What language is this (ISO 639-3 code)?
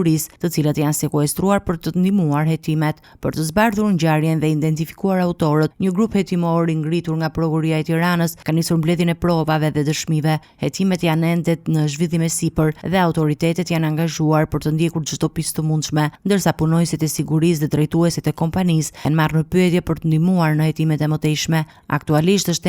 sqi